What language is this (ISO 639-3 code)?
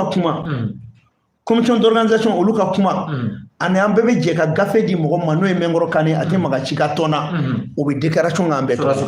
bam